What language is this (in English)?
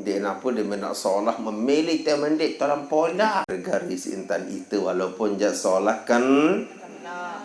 Sasak